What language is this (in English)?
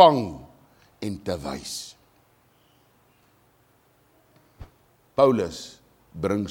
Afrikaans